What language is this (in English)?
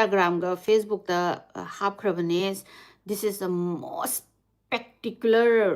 Manipuri